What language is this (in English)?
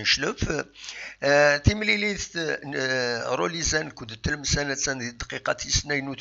Kabyle